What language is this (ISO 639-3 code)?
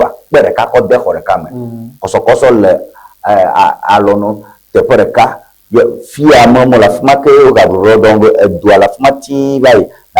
ewe